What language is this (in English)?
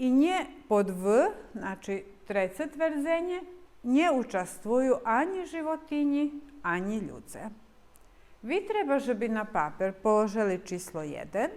Rusyn